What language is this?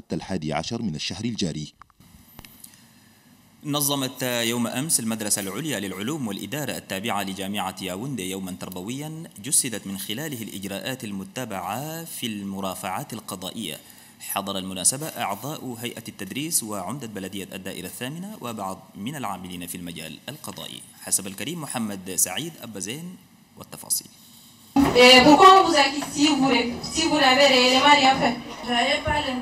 Arabic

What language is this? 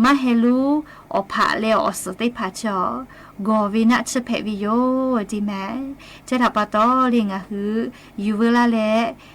Lahu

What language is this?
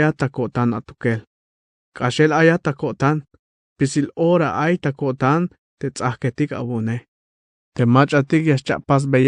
Tzeltal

